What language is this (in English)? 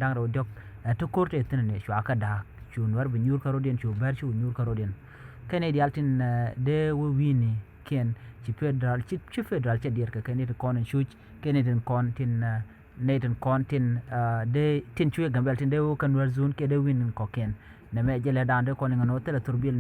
Nuer